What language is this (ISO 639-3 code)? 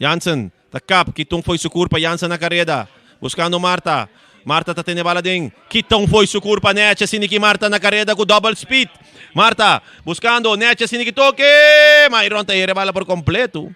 pap